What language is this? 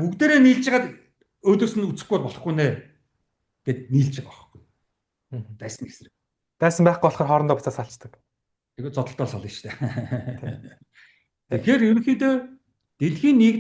Mongolian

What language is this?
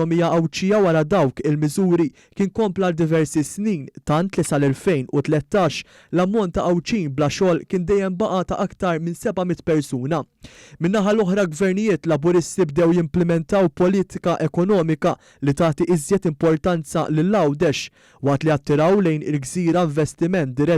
Maltese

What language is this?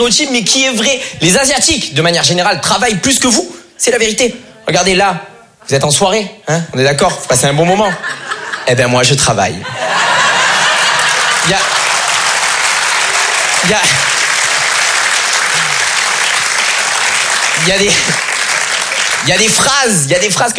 French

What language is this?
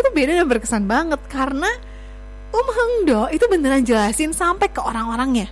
Indonesian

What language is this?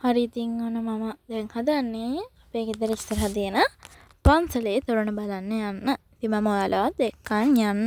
Sinhala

